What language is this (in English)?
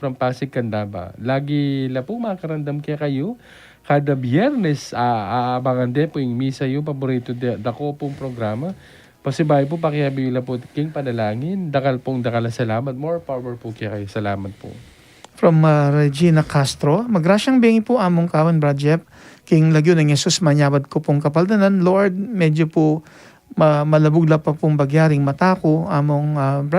Pampanga